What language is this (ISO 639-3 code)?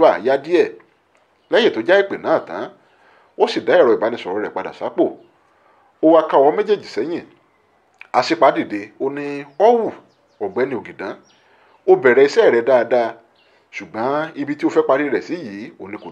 yor